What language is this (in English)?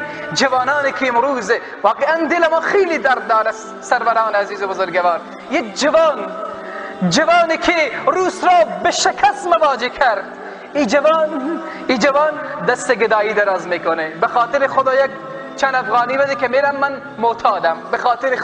Persian